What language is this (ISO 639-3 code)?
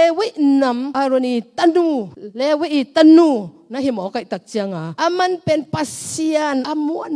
ctd